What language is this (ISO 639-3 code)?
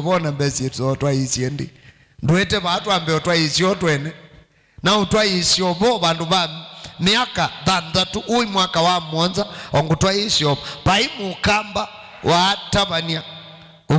kam